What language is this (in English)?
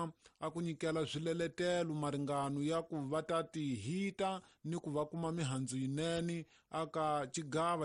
Tsonga